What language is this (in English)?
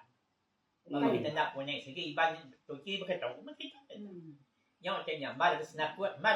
Iban